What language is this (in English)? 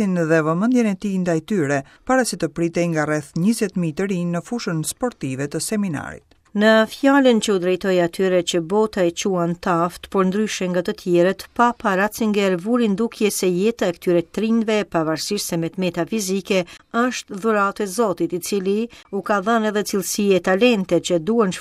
Albanian